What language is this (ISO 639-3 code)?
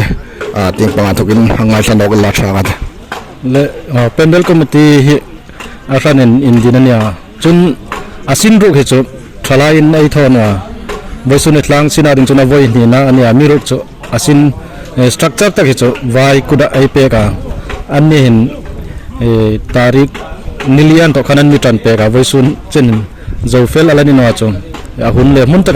hmr